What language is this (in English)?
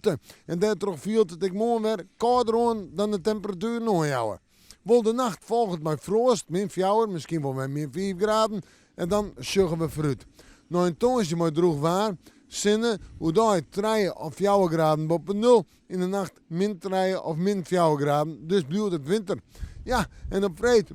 Western Frisian